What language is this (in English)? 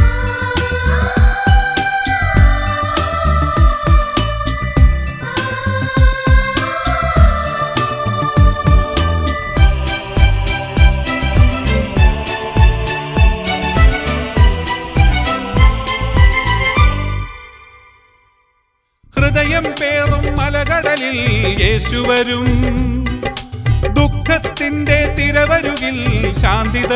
Malayalam